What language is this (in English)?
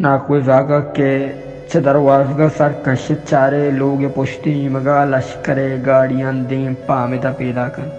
Baluchi